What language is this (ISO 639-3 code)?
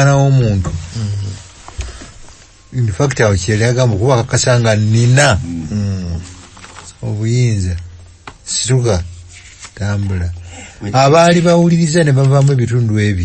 lug